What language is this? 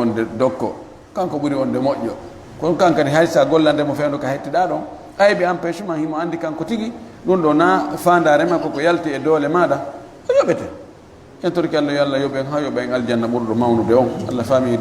Fula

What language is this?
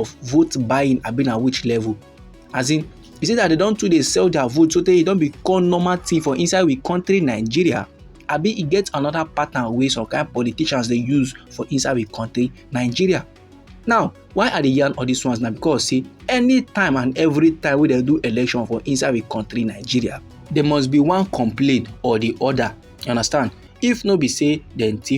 Nigerian Pidgin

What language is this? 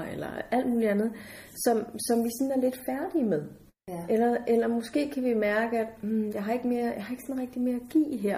Danish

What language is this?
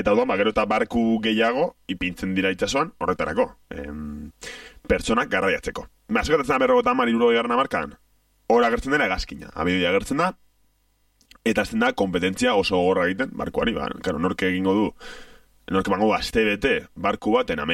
Basque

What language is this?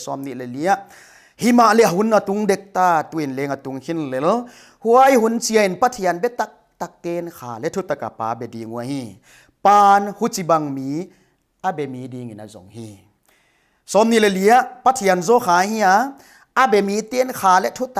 Paite Chin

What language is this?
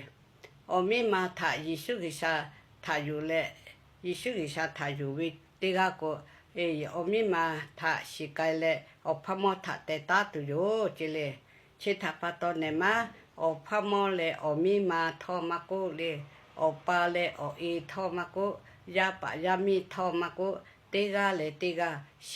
Lahu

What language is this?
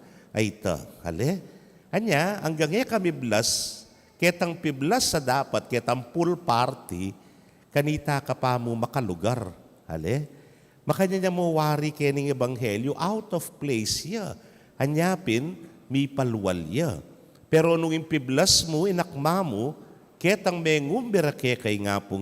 Pampanga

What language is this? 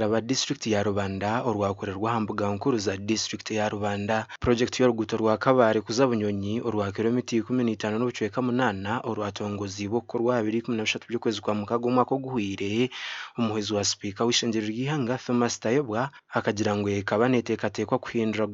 Nyankole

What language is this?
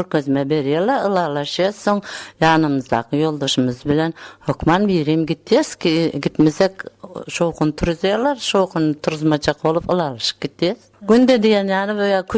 Turkmen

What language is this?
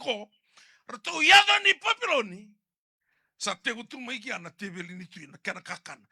Fijian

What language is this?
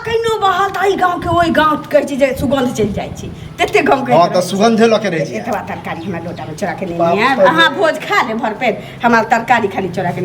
Maithili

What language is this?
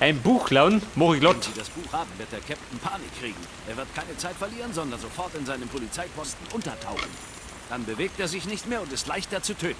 Bavarian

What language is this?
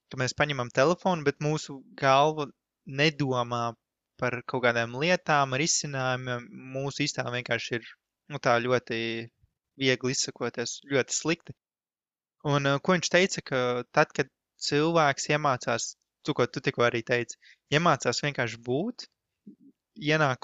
Latvian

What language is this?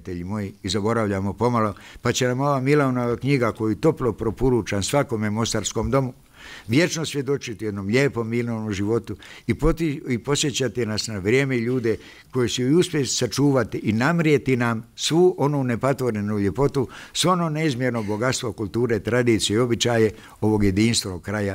Bosnian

